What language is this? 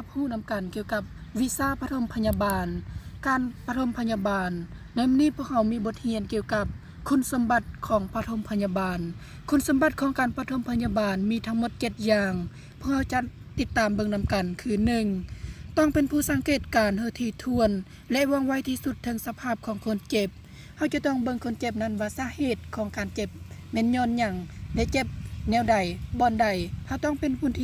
Lao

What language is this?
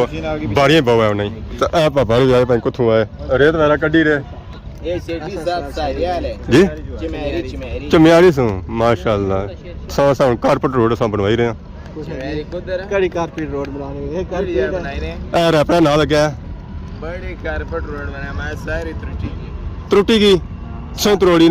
Pahari-Potwari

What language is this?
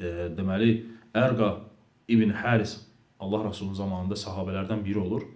Azerbaijani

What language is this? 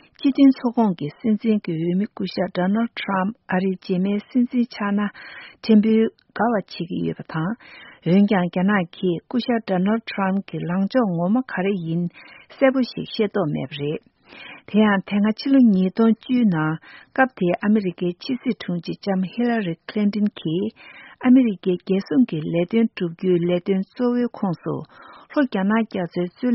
Tibetan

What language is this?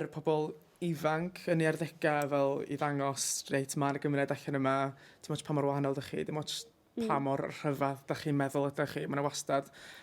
Welsh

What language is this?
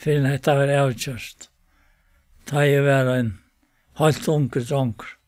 Faroese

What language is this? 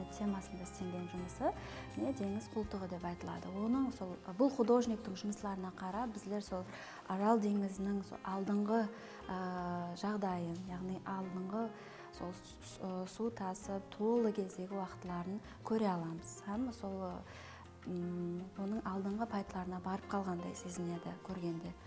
Kara-Kalpak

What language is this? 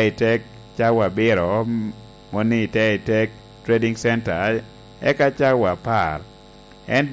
Lango (Uganda)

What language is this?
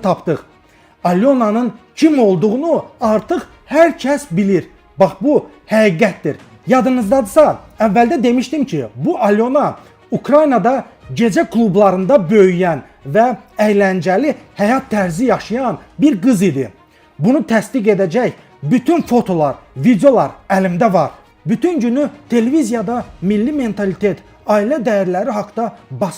Azerbaijani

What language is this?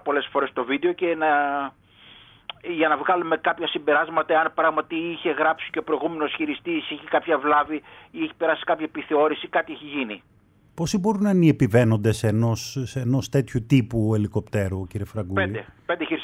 Greek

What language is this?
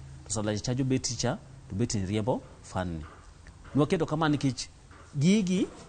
Luo (Kenya and Tanzania)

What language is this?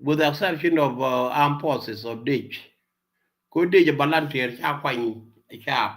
Nuer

